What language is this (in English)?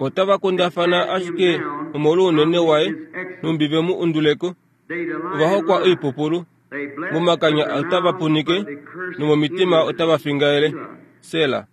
Kuanyama